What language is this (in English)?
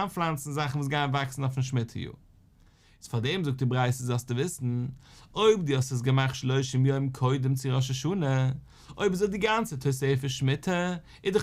Yiddish